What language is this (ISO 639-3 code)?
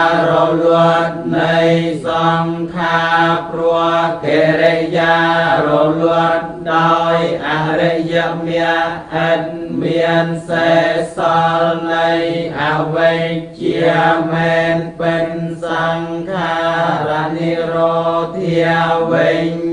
khm